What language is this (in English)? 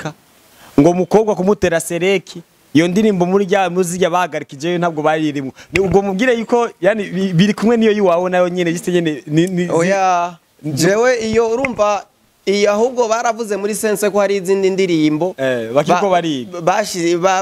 Rundi